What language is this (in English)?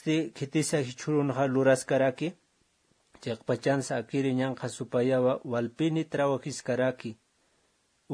Aymara